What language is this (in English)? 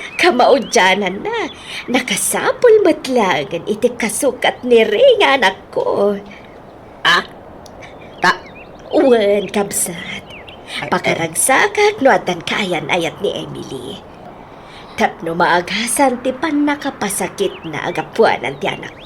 Iloko